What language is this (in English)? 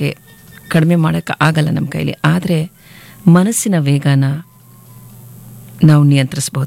Kannada